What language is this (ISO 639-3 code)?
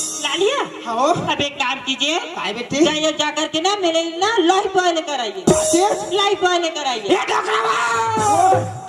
hne